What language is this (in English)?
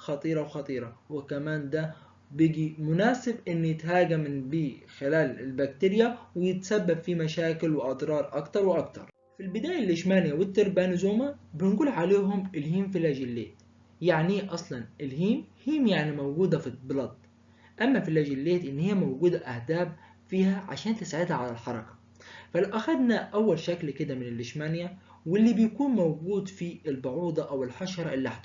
Egyptian Arabic